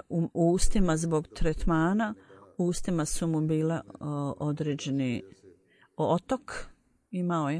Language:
Bosnian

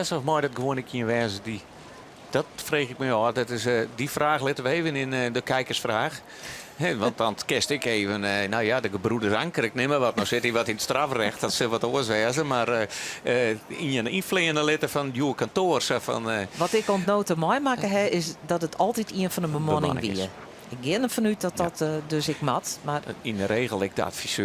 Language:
Western Frisian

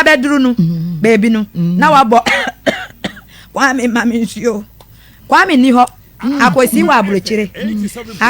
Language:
Akan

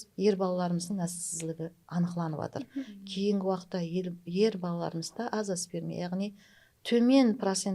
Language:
Kara-Kalpak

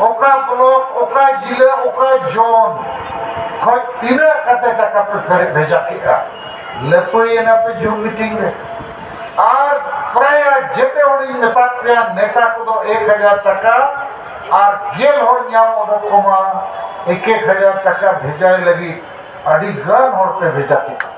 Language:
Santali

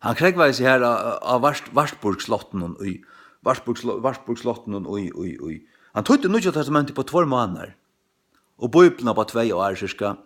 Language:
Faroese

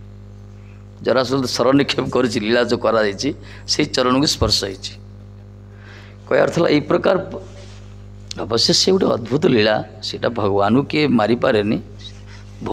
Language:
Odia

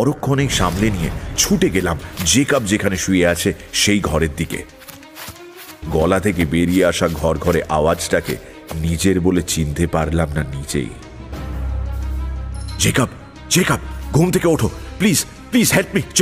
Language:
Bangla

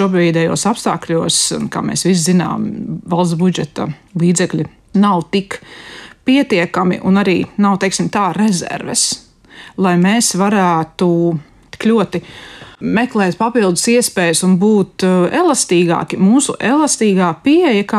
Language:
Latvian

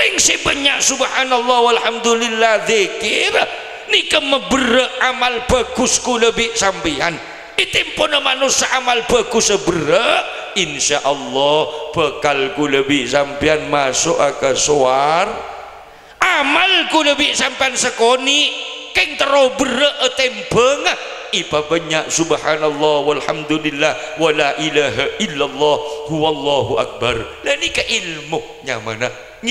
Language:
Madurese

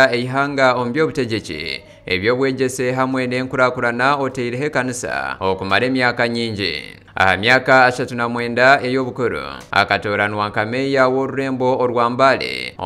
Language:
Nyankole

